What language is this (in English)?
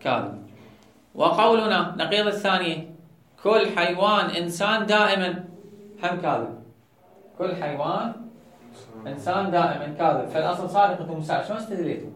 Mesopotamian Arabic